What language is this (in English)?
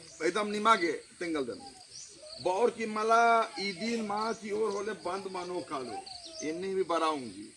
Kurukh